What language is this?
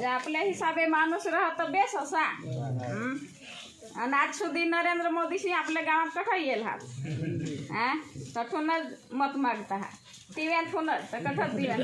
Gujarati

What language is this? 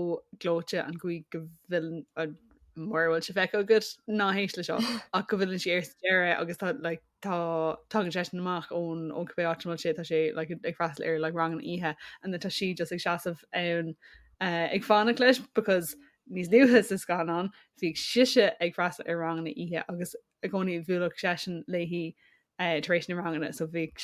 Irish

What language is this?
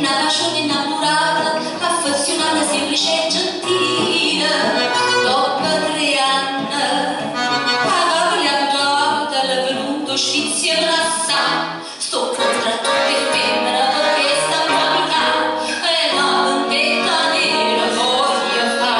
Neapolitan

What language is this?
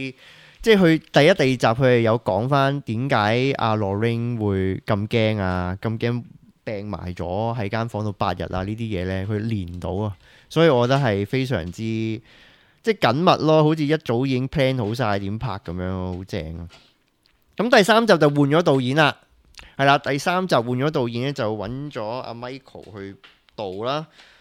Cantonese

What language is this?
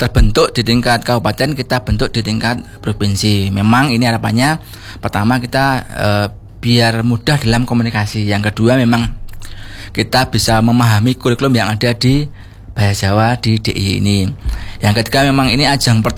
Indonesian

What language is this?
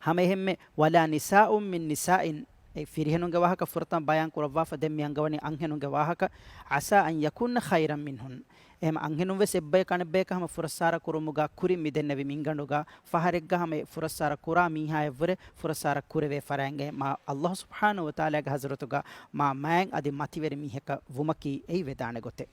Divehi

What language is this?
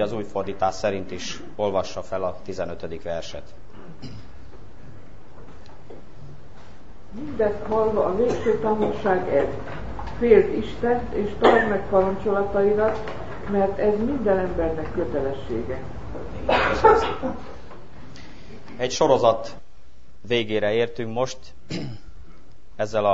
Hungarian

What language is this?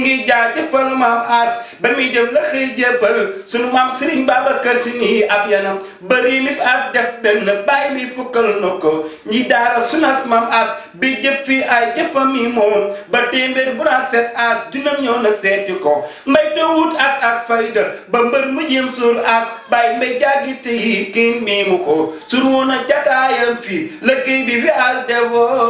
Wolof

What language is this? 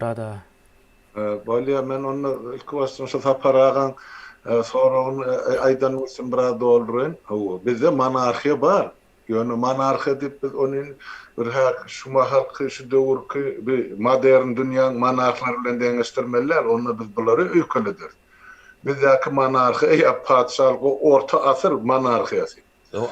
Turkmen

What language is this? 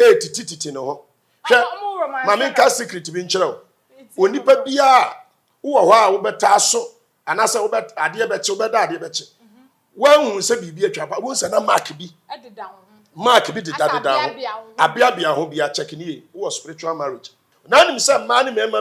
Akan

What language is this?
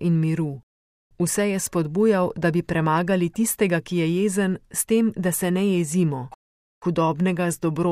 Slovenian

